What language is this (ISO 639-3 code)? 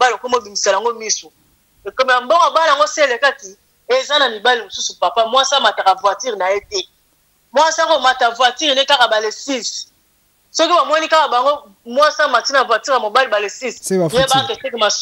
lin